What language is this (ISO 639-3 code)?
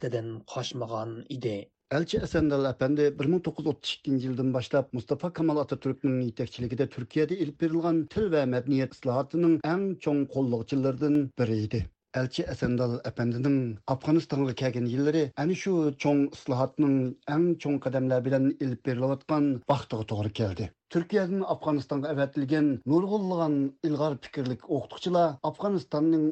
uig